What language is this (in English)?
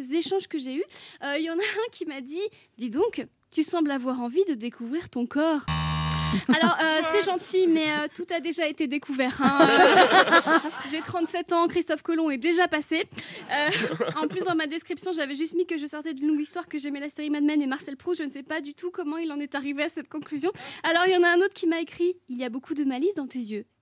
French